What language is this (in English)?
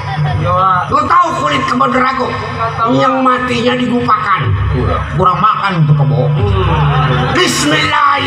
Betawi